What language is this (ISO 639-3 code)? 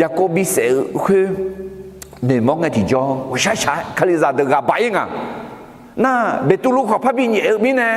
ahk